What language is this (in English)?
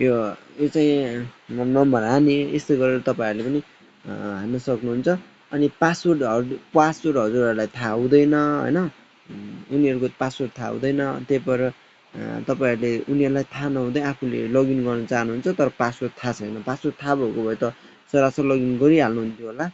Nepali